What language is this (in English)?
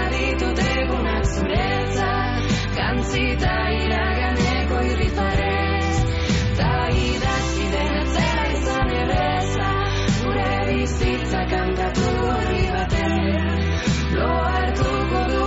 Basque